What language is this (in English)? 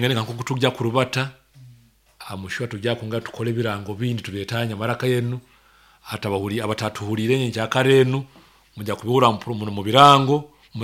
Nyoro